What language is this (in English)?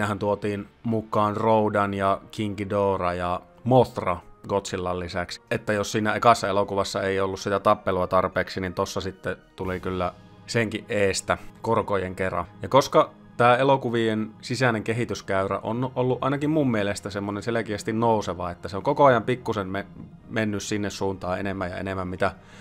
Finnish